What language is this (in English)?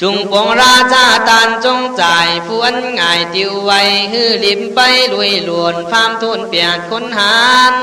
Khün